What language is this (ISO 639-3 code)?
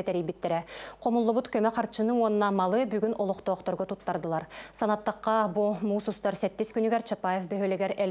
sah